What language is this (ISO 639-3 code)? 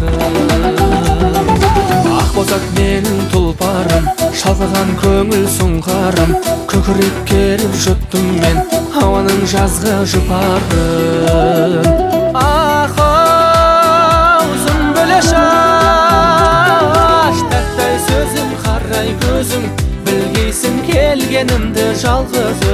kaz